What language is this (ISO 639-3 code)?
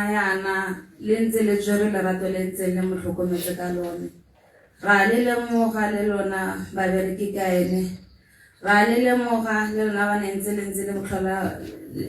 tsn